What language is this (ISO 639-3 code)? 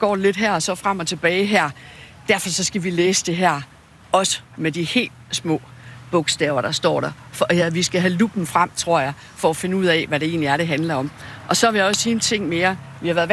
dan